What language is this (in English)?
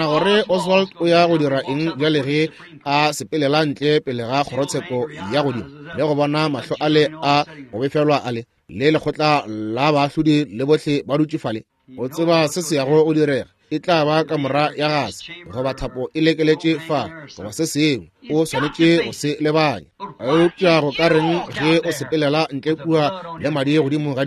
Northern Sotho